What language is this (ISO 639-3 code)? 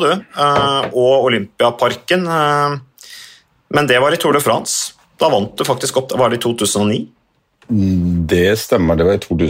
nor